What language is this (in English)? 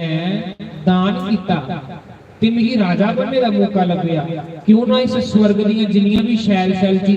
Dogri